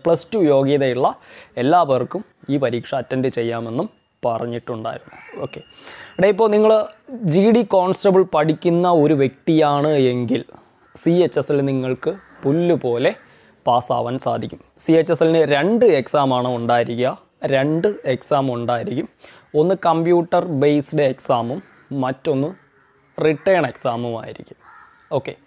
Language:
Malayalam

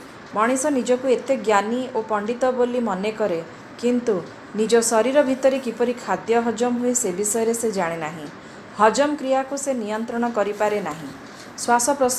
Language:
Odia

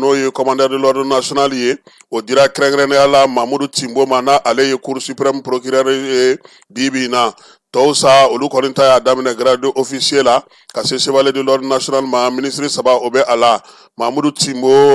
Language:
Bambara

